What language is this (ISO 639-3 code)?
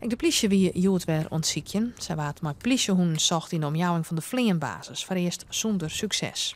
fry